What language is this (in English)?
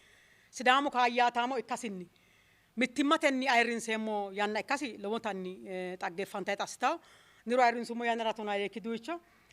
Sidamo